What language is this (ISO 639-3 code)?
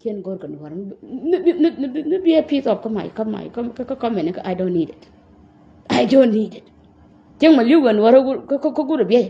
nus